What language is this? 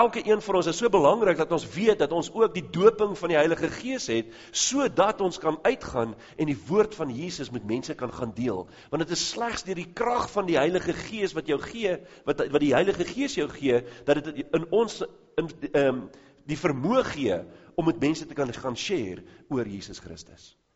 Afrikaans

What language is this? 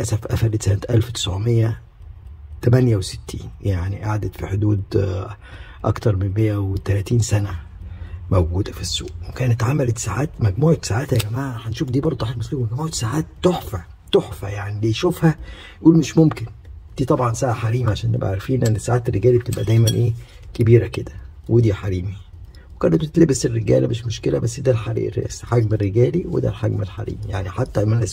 Egyptian Arabic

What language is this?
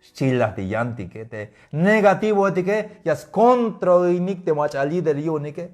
Tzeltal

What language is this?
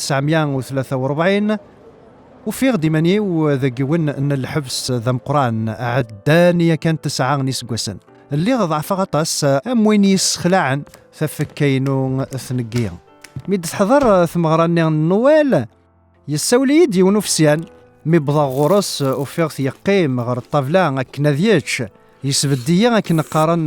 Kabyle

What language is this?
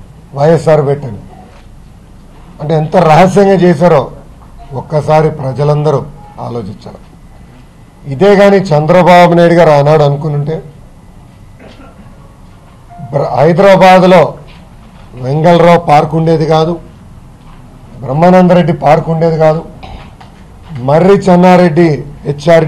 Telugu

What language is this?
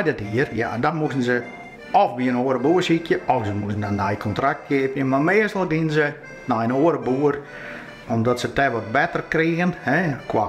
Western Frisian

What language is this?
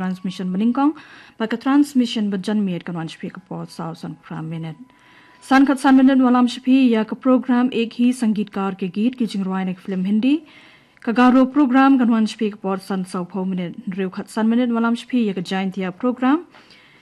Khasi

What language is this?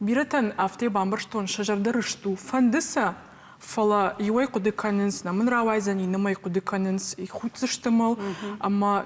Ossetic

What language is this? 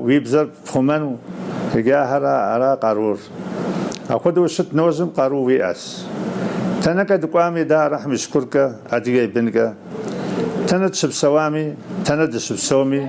Kabardian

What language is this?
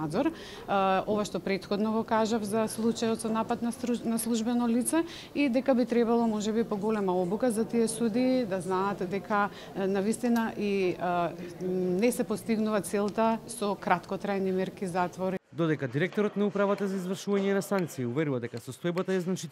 Macedonian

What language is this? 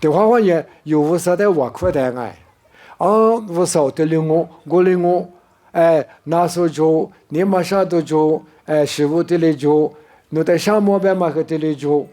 Lisu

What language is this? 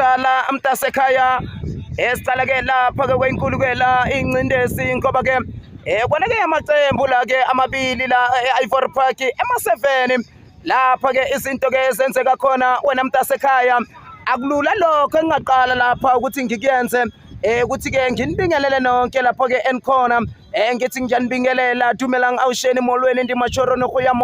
Zulu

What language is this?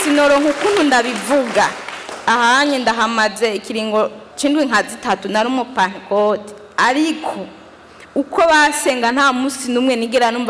Rundi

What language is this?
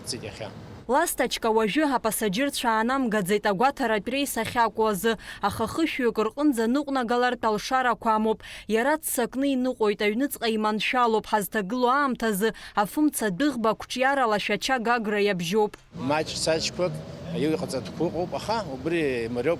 Abkhazian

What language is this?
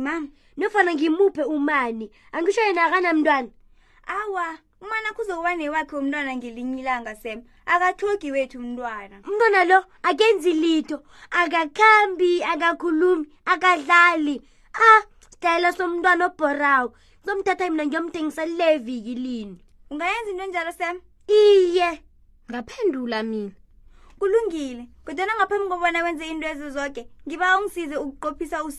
South Ndebele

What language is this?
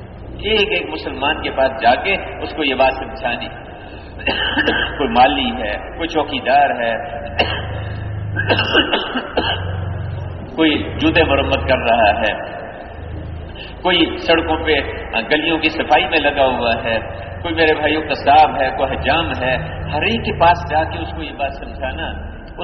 Urdu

